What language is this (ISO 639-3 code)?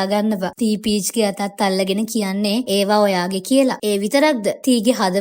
sin